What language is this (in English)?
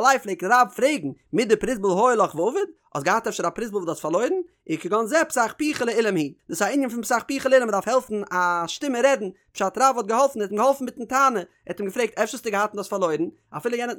Yiddish